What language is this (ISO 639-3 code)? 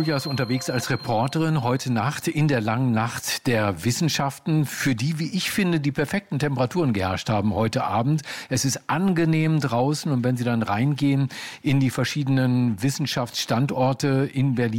deu